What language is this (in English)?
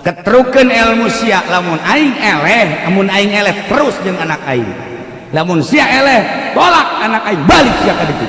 Sundanese